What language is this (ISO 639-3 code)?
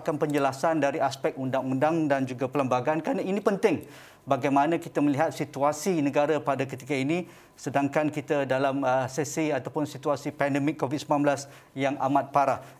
msa